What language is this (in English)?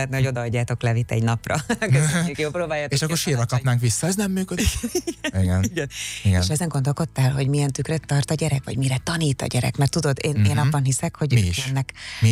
Hungarian